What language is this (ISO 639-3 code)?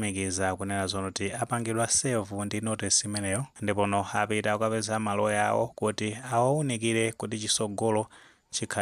nya